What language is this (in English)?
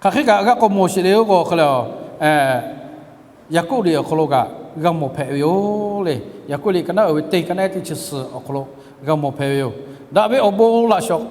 Lahu